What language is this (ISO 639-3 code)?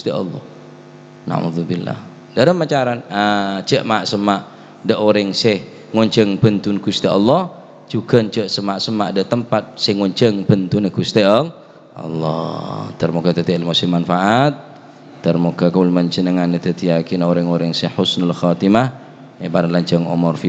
mad